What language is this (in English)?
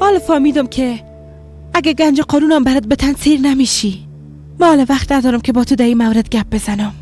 Persian